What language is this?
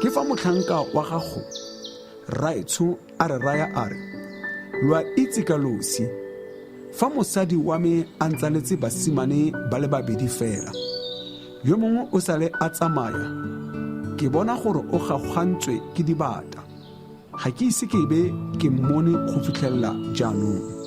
Tswana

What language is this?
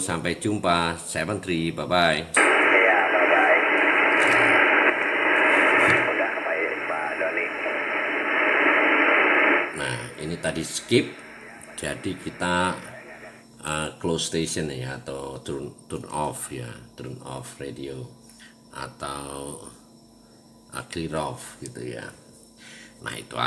Indonesian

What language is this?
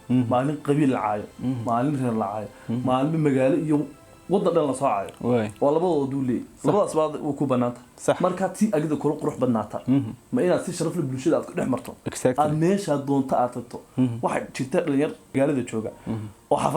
Somali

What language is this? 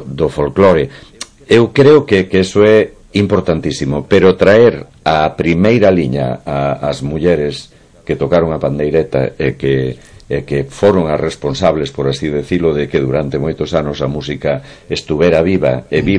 Galician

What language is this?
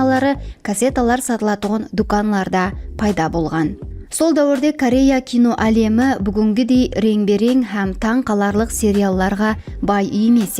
Kara-Kalpak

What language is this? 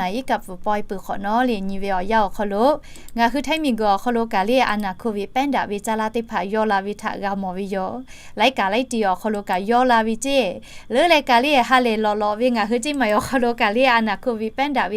Lahu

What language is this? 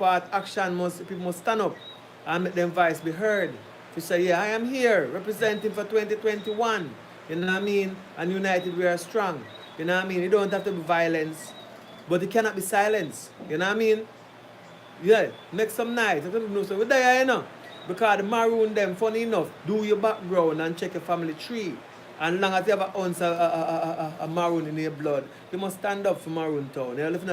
Jamaican Creole English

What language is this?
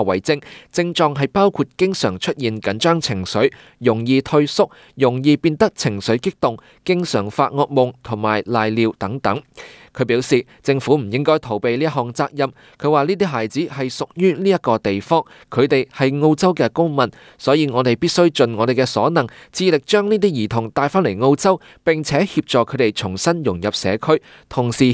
Cantonese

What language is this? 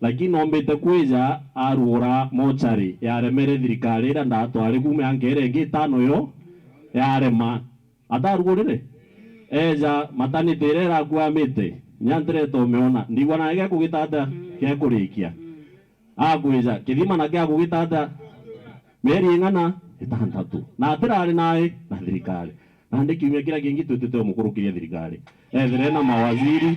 Meru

